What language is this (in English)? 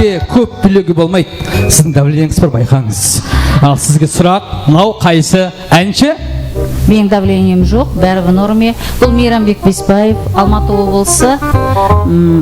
Kara-Kalpak